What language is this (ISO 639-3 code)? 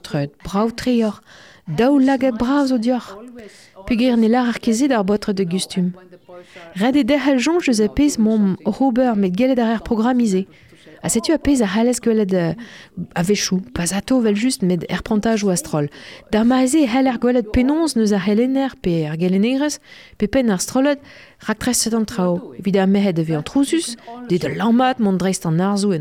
bre